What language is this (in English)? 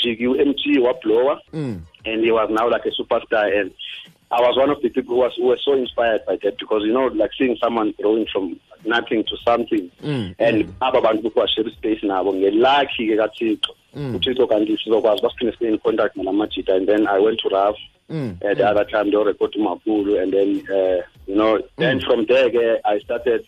Xhosa